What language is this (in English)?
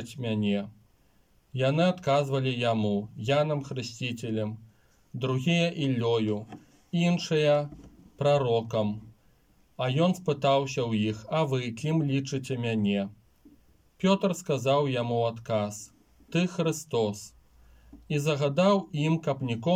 Belarusian